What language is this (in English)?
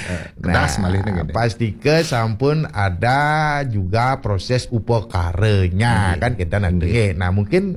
Balinese